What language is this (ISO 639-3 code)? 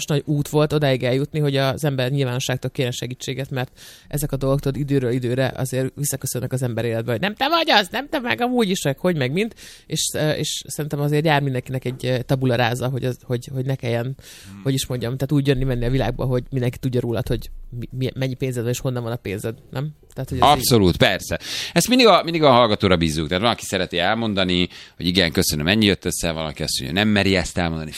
hun